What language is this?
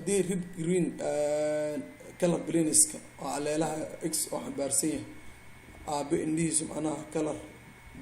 Somali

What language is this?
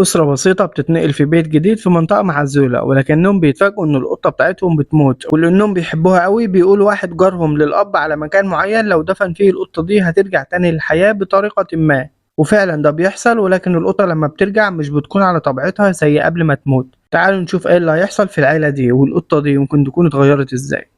Egyptian Arabic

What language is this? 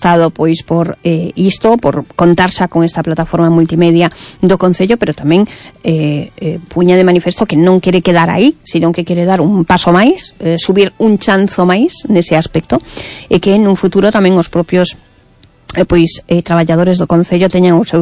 Galician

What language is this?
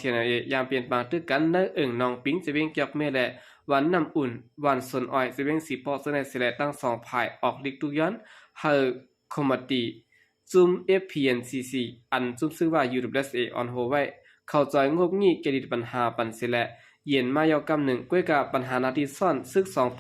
Shan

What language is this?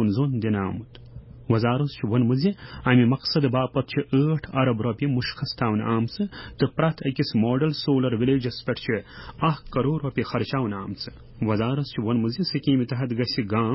Kashmiri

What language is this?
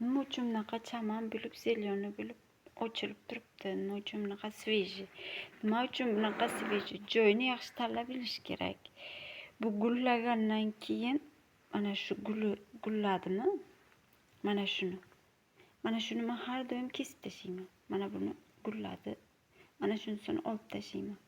Uzbek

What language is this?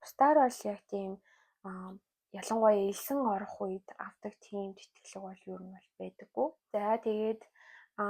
Mongolian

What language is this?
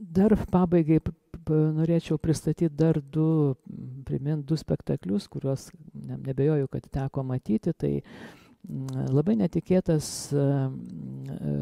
Lithuanian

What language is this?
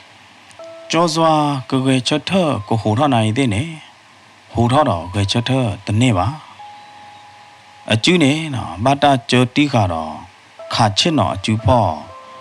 S'gaw Karen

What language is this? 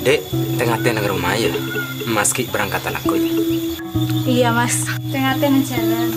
Madurese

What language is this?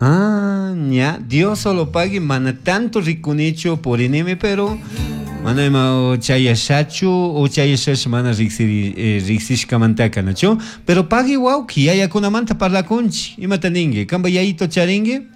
Chimborazo Highland Quichua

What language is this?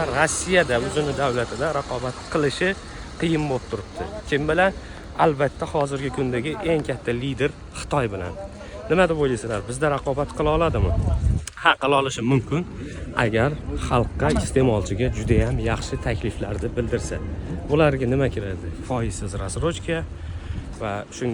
Uzbek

